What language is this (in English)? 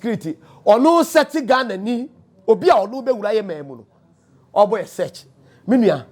Akan